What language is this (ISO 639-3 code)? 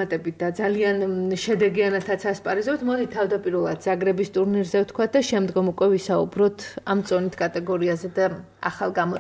kat